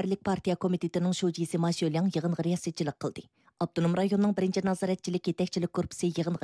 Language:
Uyghur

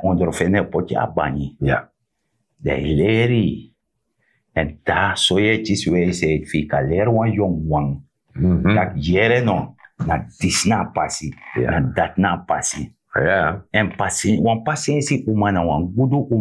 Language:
Sranan Tongo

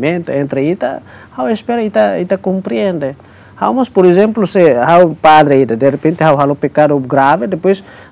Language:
Tetum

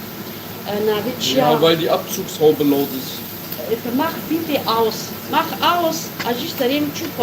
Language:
Kurdish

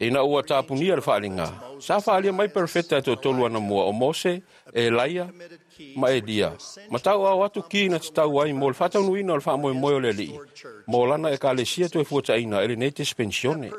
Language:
Samoan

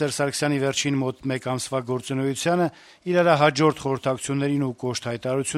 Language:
Armenian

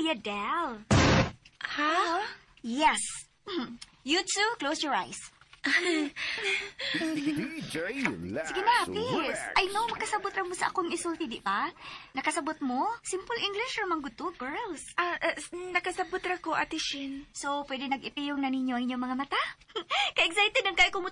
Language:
Cebuano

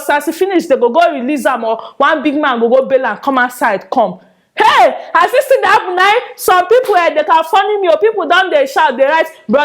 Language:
Nigerian Pidgin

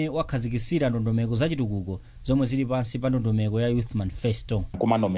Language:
Nyanja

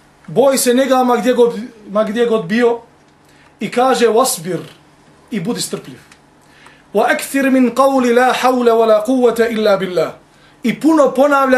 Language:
Bosnian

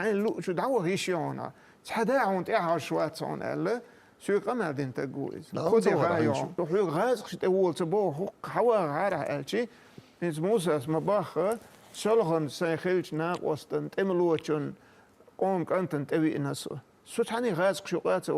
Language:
Chechen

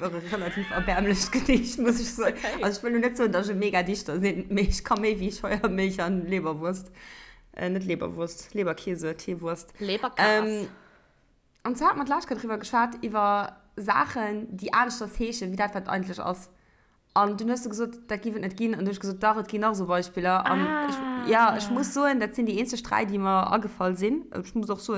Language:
Luxembourgish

